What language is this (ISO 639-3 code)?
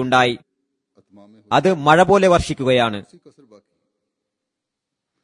mal